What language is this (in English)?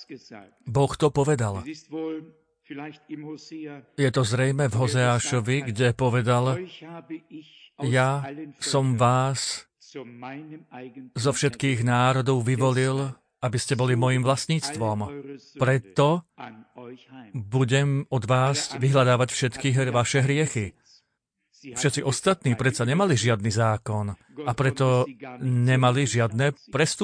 Slovak